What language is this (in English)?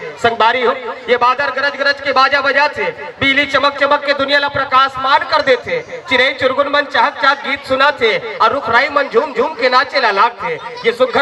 Chhattisgarhi